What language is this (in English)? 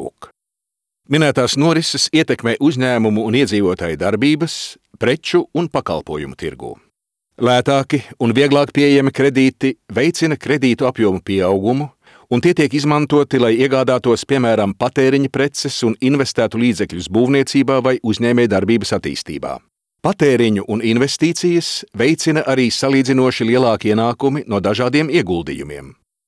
Latvian